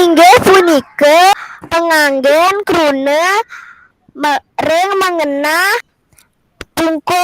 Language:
Balinese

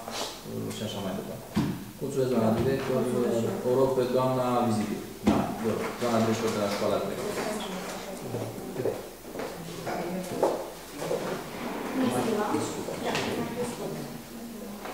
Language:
Romanian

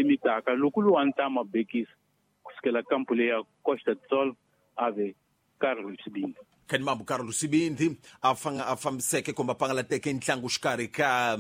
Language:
Tsonga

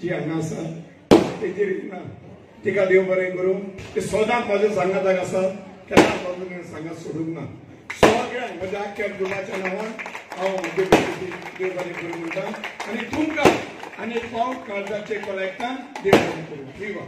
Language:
Konkani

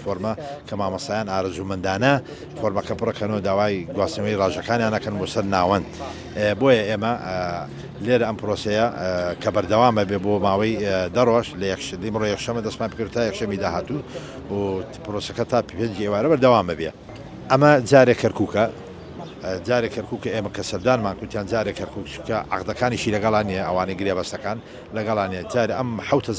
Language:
Central Kurdish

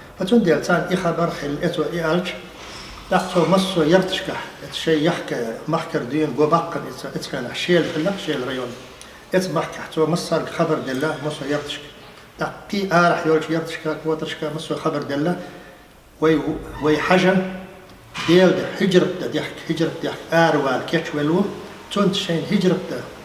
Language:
Chechen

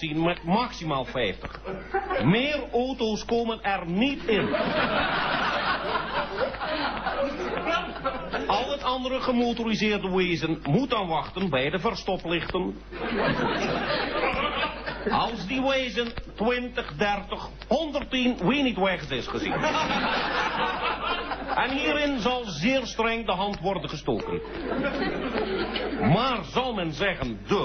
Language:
Dutch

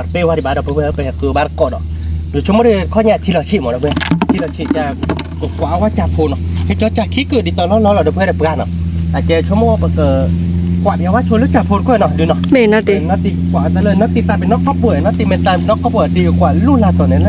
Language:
S'gaw Karen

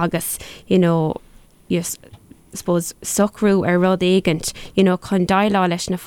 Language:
Irish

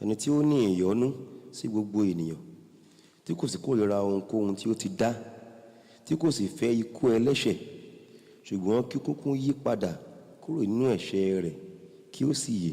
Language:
Yoruba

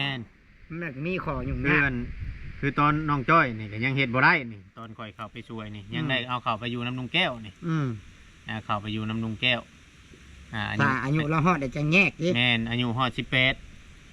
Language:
Northeastern Thai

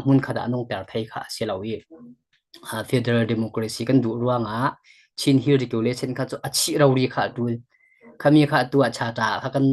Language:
Falam Chin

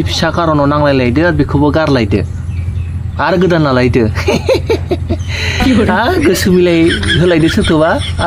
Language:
Bodo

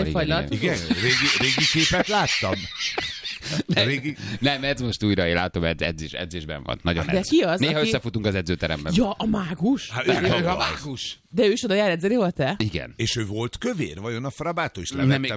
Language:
Hungarian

